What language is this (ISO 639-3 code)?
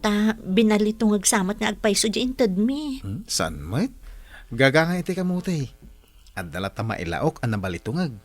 ilo